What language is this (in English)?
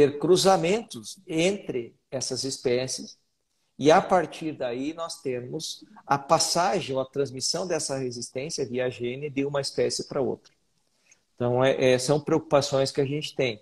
Portuguese